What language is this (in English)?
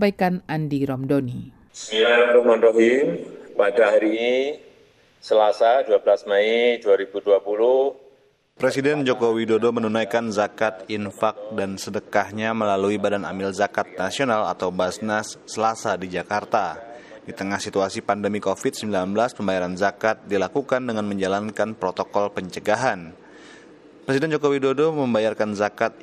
Indonesian